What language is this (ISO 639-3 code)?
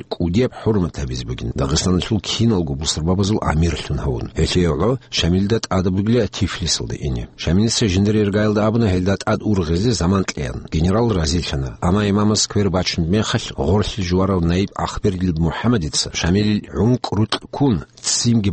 ava